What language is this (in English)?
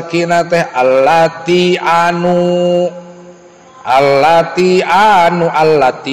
Sundanese